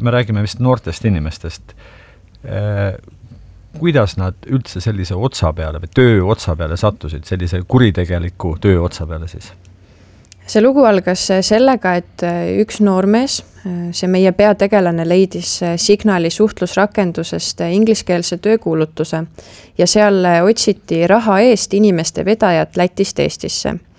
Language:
Estonian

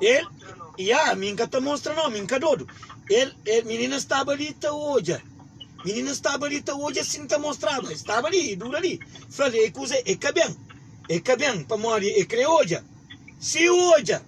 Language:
Kabuverdianu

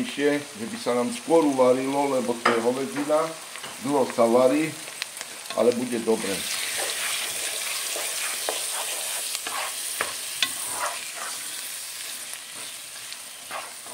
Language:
Slovak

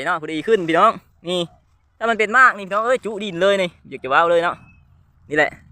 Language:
Lao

